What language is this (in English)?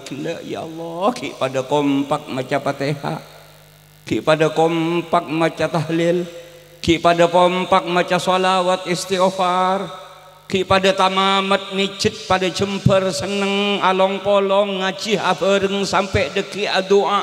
Madurese